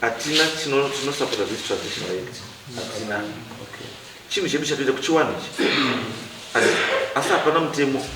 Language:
Shona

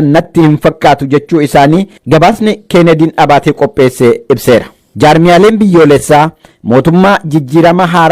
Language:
Oromo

